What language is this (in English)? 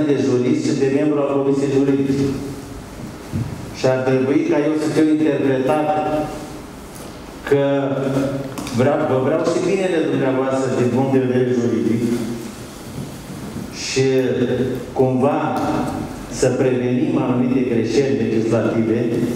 Romanian